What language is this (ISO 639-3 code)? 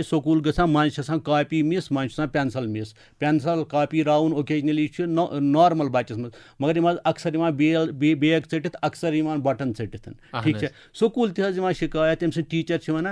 kas